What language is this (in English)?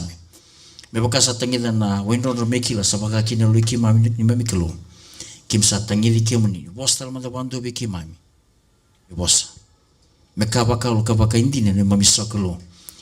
Fijian